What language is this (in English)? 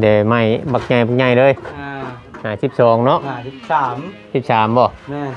Northeastern Thai